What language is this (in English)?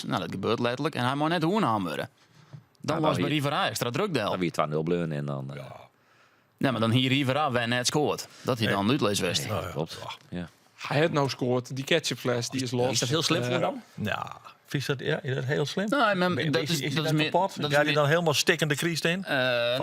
Western Frisian